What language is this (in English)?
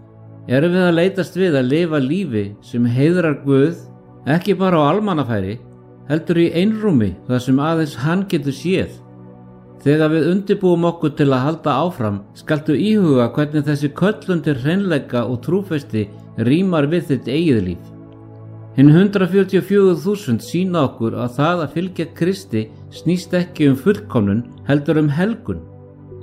Icelandic